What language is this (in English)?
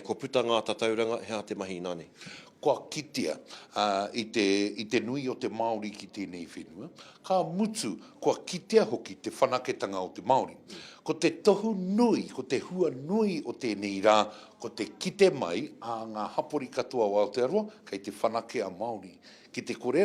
Māori